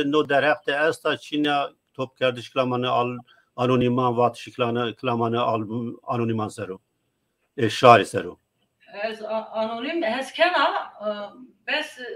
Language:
Zaza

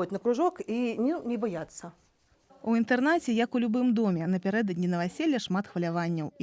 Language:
Belarusian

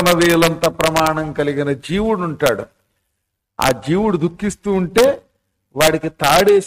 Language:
Telugu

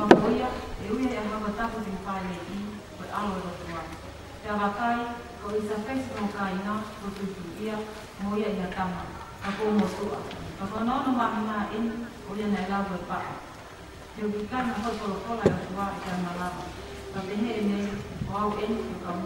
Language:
Tongan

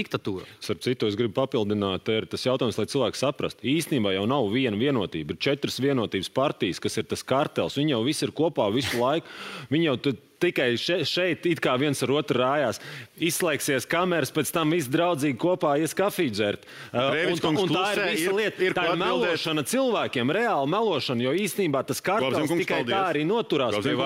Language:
Latvian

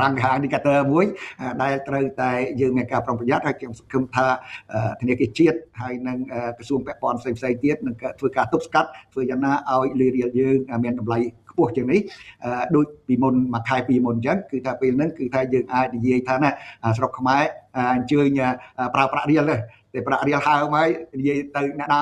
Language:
Khmer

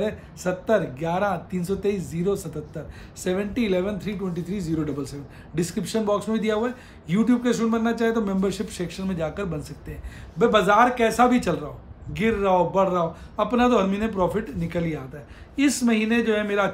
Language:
Hindi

